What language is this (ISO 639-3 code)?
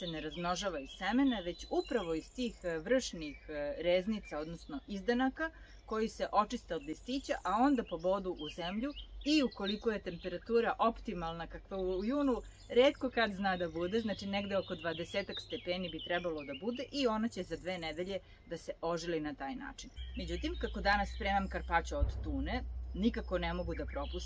srp